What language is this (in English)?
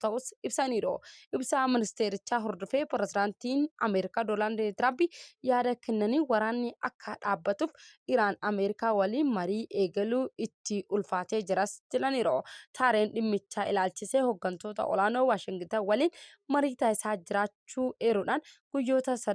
Oromo